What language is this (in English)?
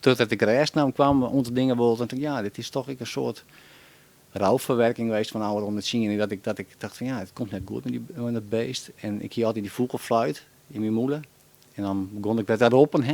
Western Frisian